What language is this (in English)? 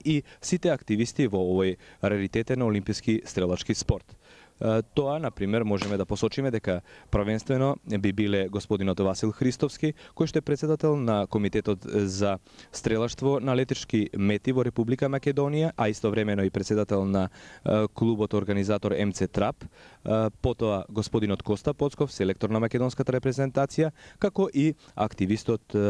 Macedonian